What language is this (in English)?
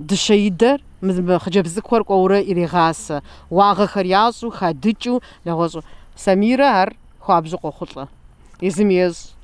Kabardian